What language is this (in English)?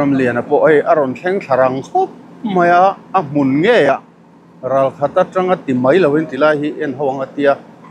Mizo